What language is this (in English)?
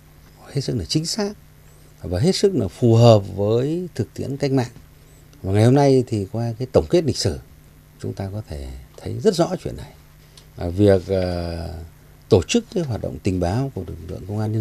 Vietnamese